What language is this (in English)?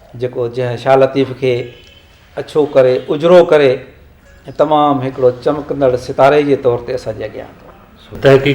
Sindhi